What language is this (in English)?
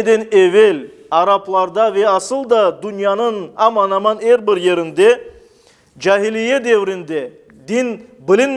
Crimean Tatar